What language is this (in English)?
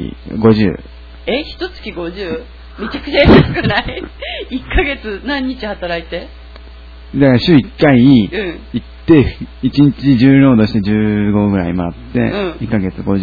Japanese